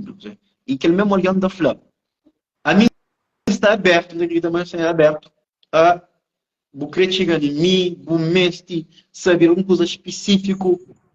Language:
Kabuverdianu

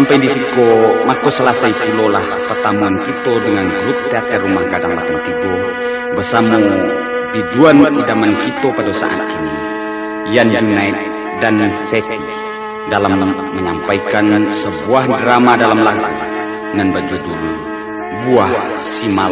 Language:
Minangkabau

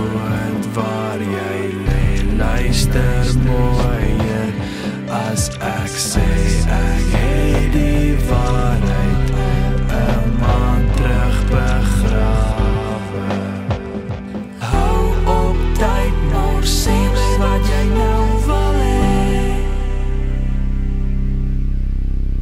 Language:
Afrikaans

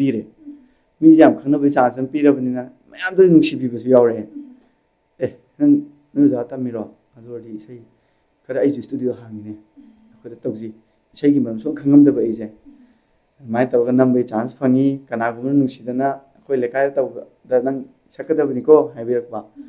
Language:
Manipuri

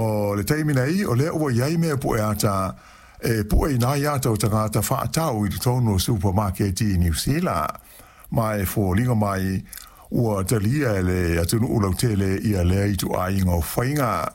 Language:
Samoan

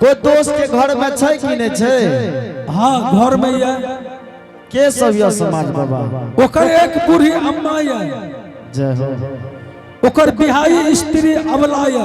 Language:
Angika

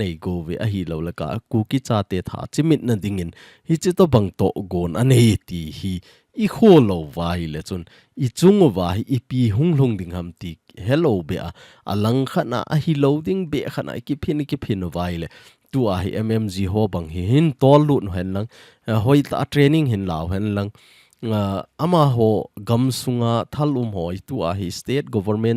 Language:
Thado Chin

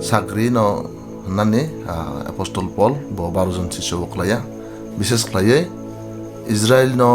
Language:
Kok Borok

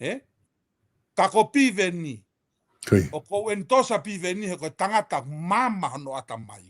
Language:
Tongan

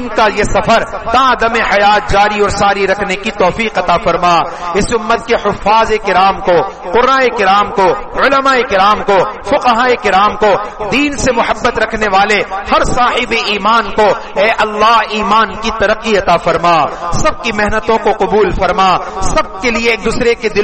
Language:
Urdu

